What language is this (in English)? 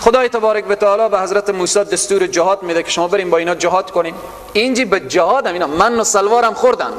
Persian